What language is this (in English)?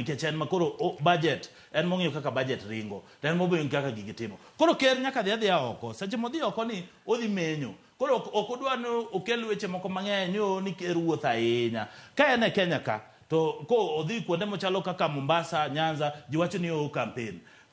Luo (Kenya and Tanzania)